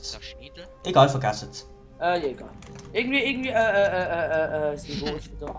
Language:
Swiss German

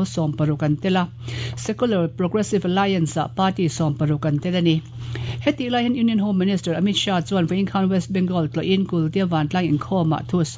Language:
Mizo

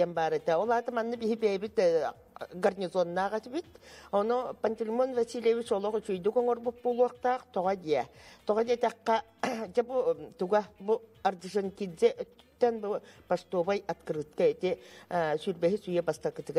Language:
Yakut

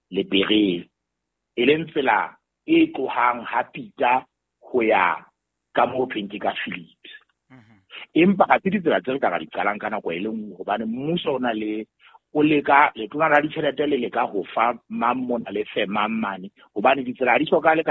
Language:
Southern Sotho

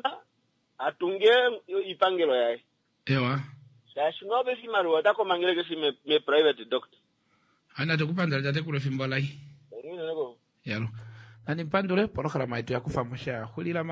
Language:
Kuanyama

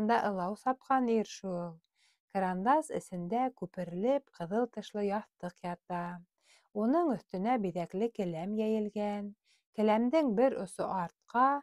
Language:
Bashkir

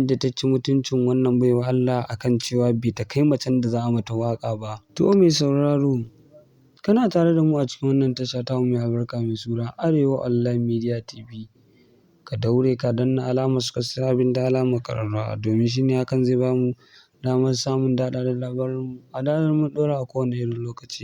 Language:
Hausa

